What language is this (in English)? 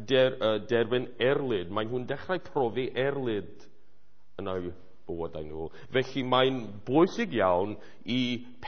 Welsh